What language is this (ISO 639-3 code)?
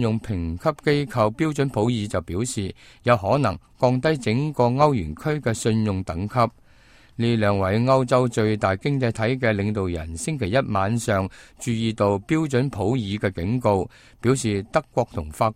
yue